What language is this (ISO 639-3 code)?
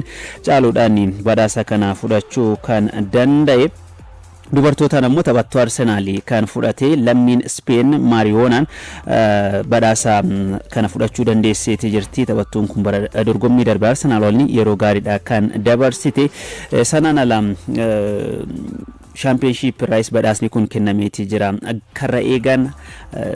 orm